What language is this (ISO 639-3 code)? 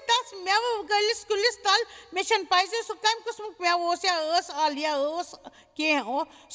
kas